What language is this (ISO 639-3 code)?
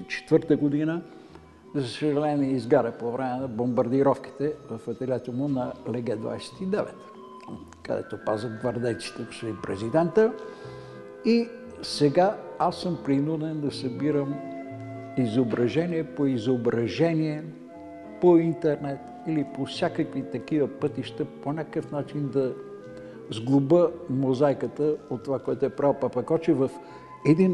bul